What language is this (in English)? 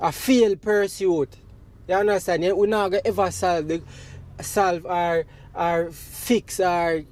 Jamaican Creole English